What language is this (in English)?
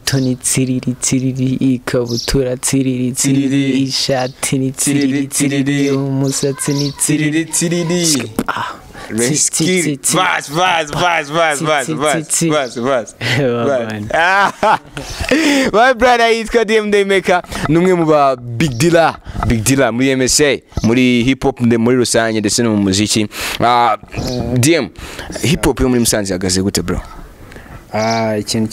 Kinyarwanda